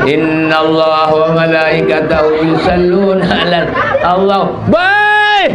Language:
Sasak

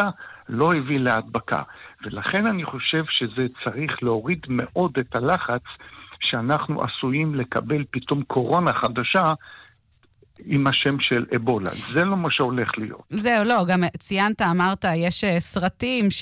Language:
Hebrew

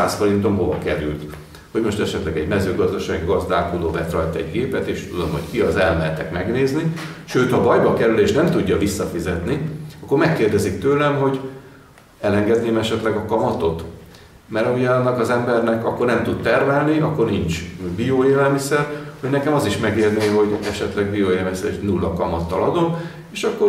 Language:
Hungarian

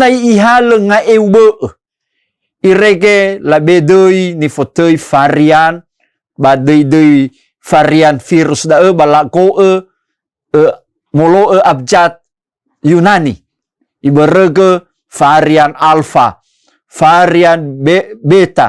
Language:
Nias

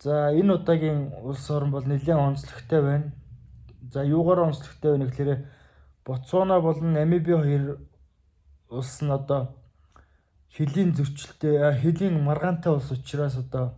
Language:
Mongolian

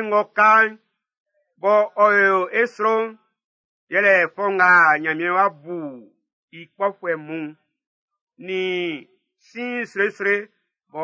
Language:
Baoulé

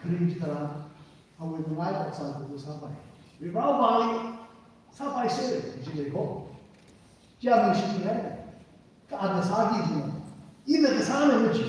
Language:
Tangkhul Naga (India)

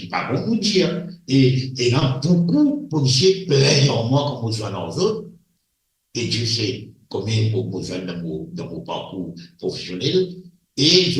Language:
Morisyen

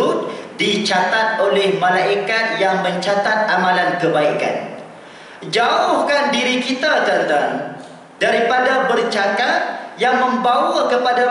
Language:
Malay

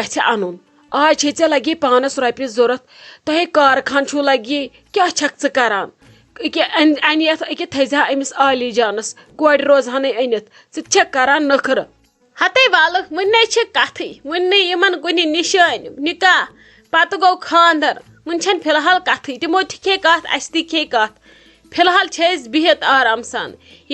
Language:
Kashmiri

